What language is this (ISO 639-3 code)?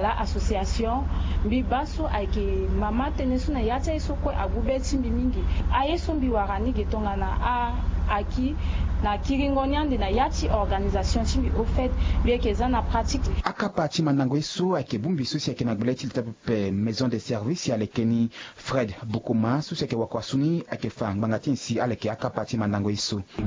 sag